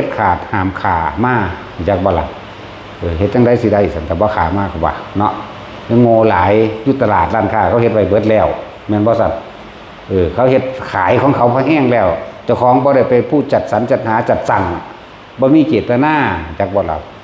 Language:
Northeastern Thai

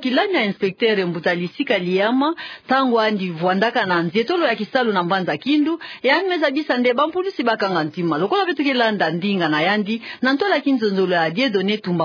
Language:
Kituba (Democratic Republic of Congo)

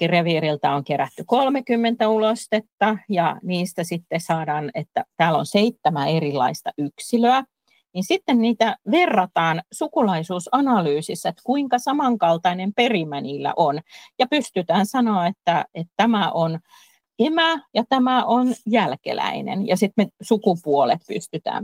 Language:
Finnish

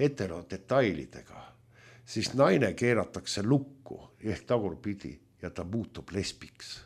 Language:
Estonian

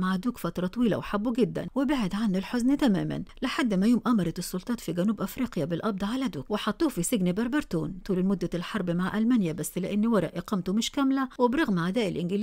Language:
Egyptian Arabic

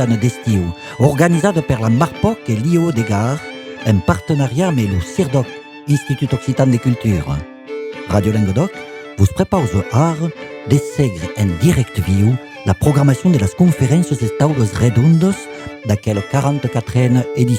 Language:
Occitan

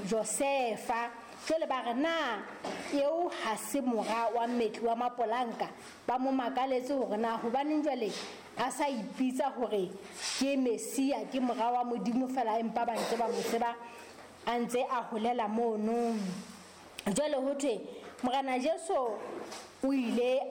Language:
Southern Sotho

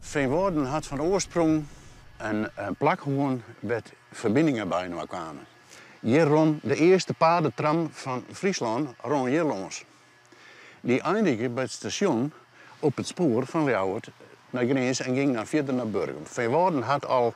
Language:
Western Frisian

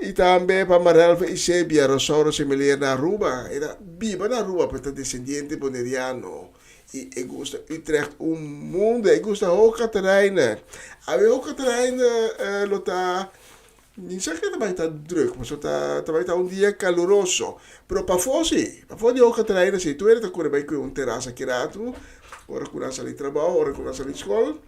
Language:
Papiamento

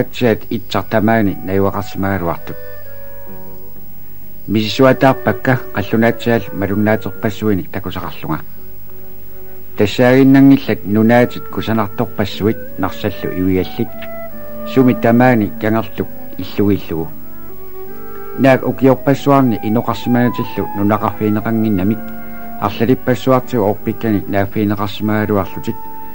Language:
Kalaallisut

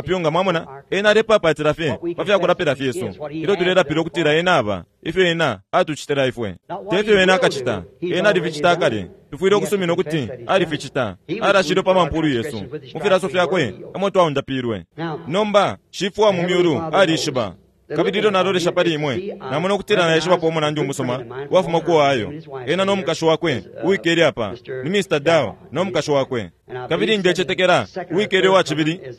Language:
Bemba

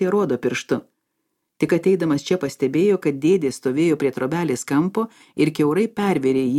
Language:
Lithuanian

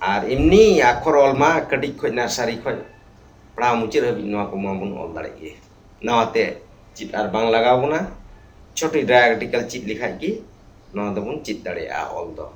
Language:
Santali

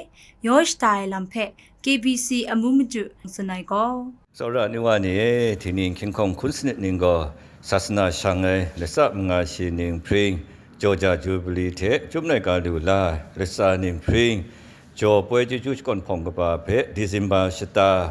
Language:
Kachin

